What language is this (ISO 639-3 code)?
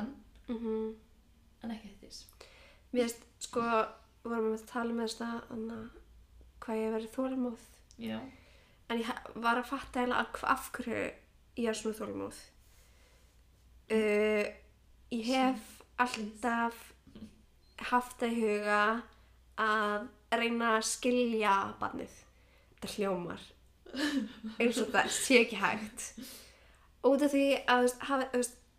isl